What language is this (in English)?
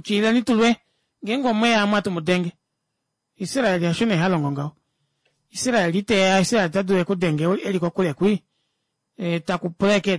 Kuanyama